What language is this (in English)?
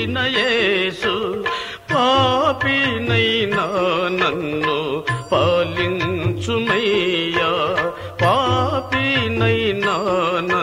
Telugu